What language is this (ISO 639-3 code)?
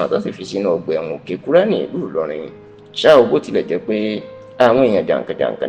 yor